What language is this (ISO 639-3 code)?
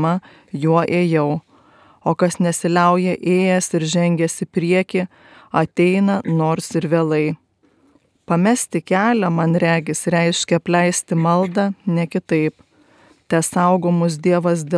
lit